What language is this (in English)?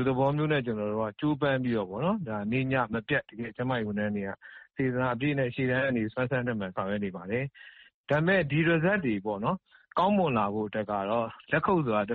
Burmese